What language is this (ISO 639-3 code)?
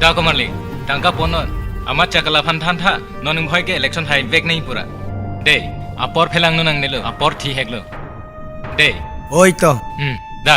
mjw